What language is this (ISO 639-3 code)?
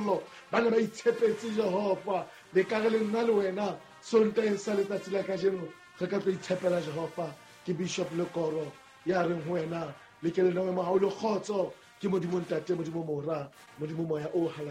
sot